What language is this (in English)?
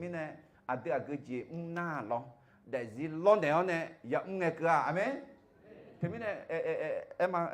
Akha